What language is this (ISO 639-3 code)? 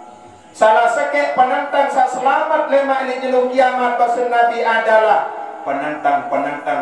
sas